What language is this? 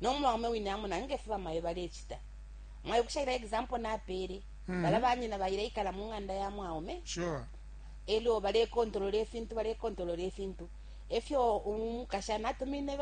Bemba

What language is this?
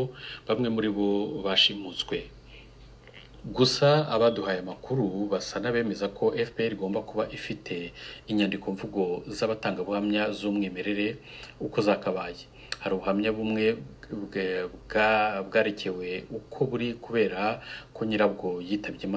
Kinyarwanda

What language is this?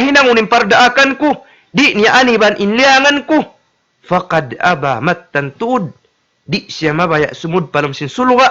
Tausug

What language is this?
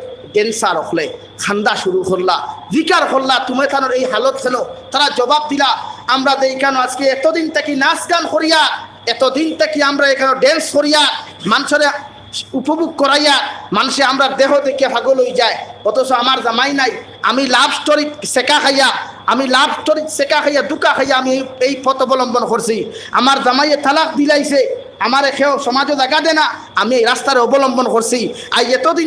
Sylheti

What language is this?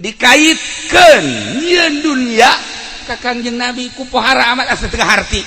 Sundanese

